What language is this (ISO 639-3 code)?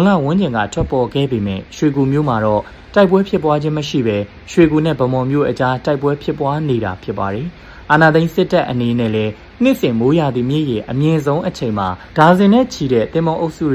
mya